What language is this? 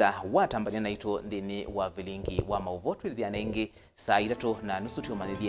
Kamba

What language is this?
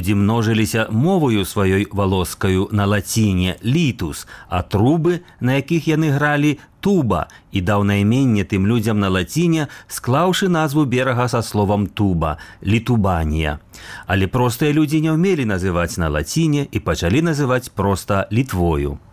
Belarusian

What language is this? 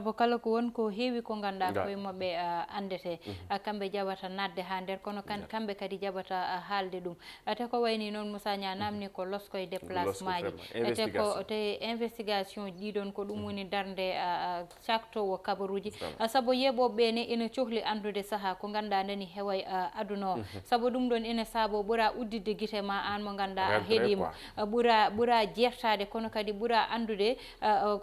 Fula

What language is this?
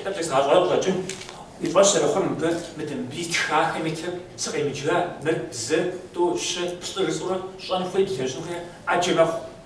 Kabardian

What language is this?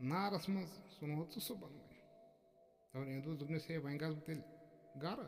Kashmiri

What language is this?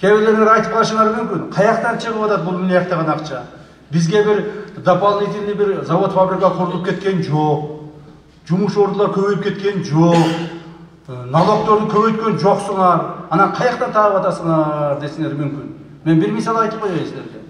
Kyrgyz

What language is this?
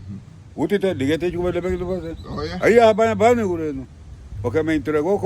Garifuna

